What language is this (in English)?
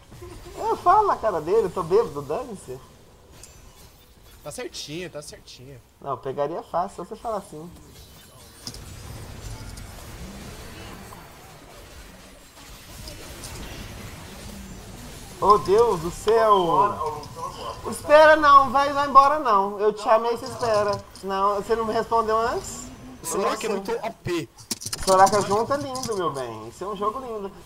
Portuguese